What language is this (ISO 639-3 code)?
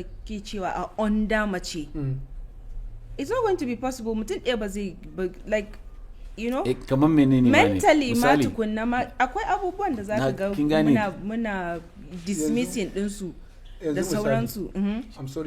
hau